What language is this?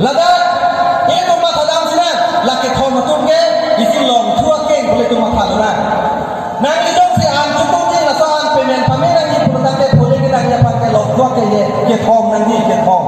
Karbi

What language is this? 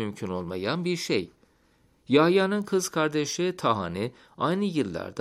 Turkish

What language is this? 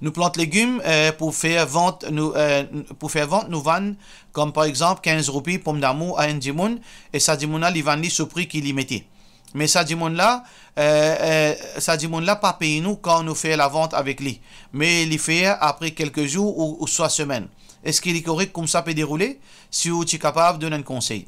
Morisyen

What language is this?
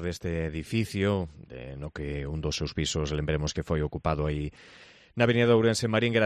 Galician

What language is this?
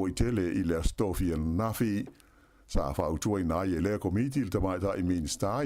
Samoan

